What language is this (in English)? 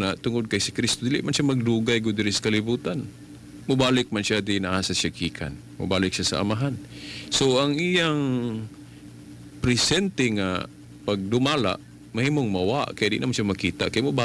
Cebuano